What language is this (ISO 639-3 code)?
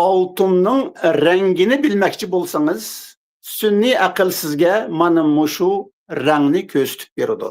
uig